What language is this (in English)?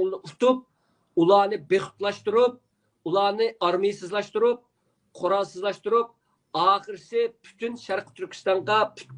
Uyghur